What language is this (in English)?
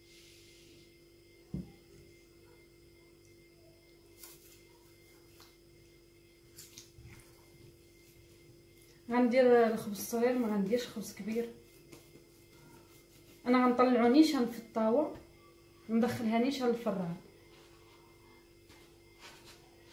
Moroccan Arabic